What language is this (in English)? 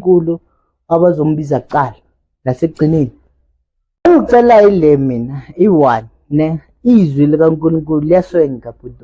Zulu